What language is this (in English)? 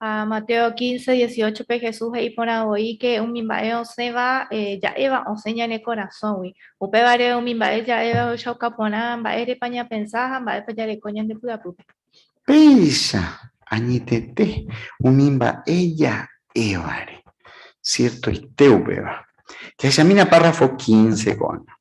Guarani